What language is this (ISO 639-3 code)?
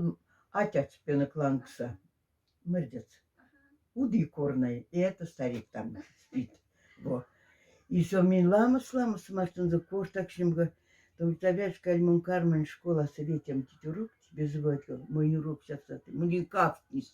mdf